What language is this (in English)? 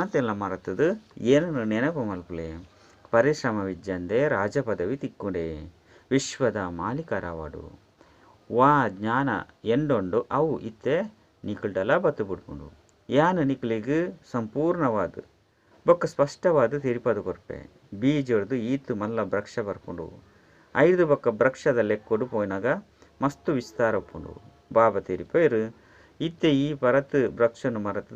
Tulu